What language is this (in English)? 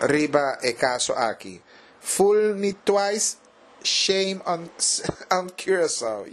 Papiamento